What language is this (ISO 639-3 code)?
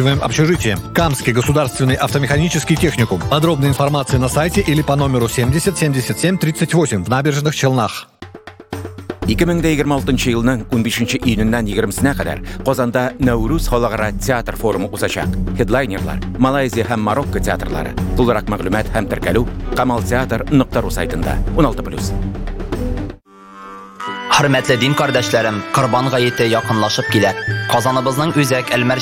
tat